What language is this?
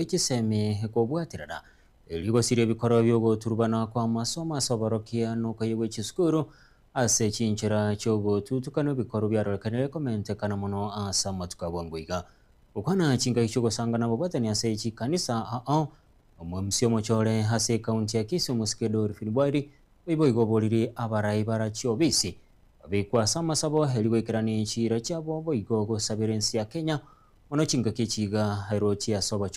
Gusii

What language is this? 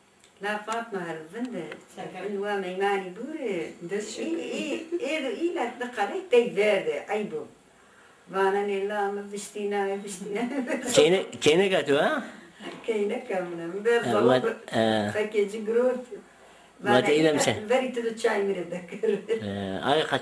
Zaza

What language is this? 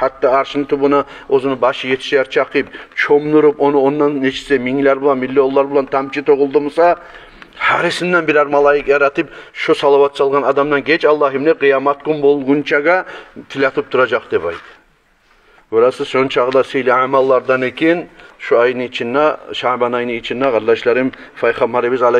Kumyk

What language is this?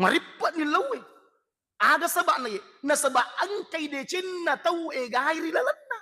Buginese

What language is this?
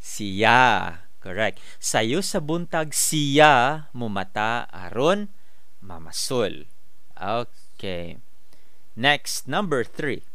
Cebuano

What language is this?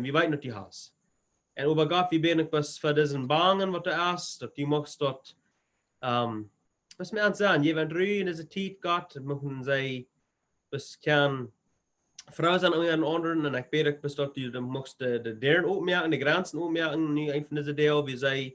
Plautdietsch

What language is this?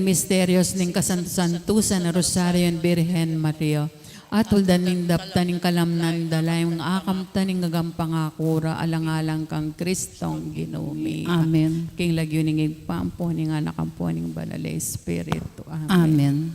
Pampanga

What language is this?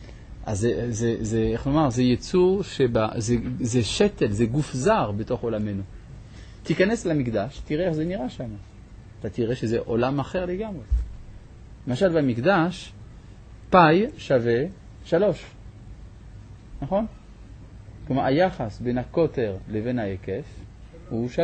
Hebrew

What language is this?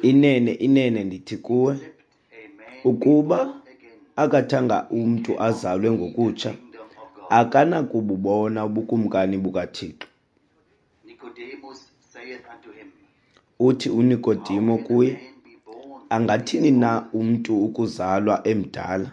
Xhosa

